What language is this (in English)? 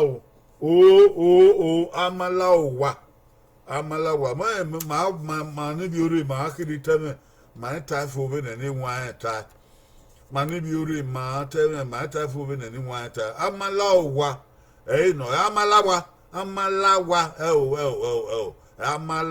Bini